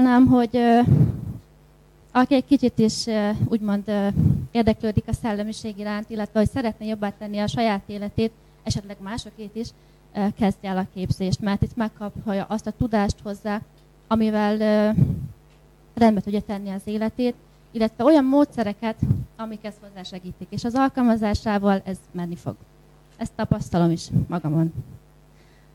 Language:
Hungarian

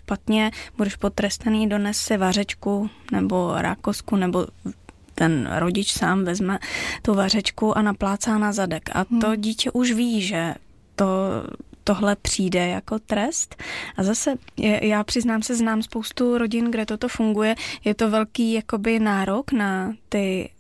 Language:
Czech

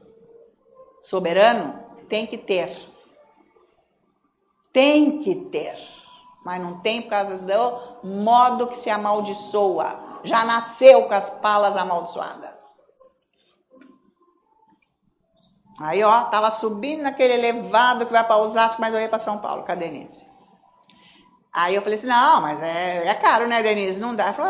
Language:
Portuguese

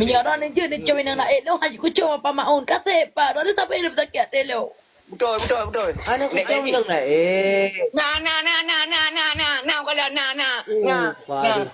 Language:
Achinese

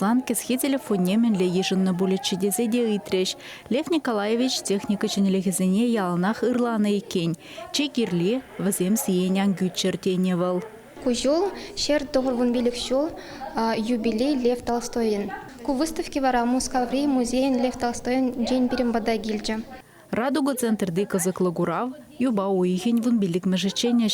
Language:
Chuvash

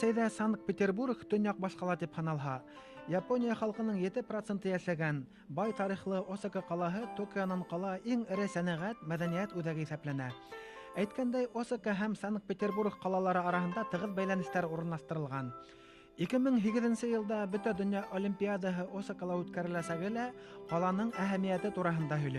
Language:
Bashkir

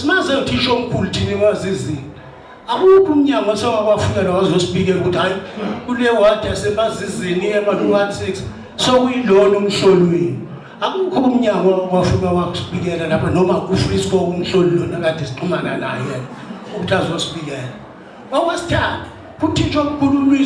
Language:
Zulu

